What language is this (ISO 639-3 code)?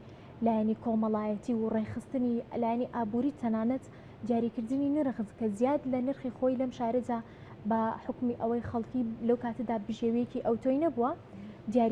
ckb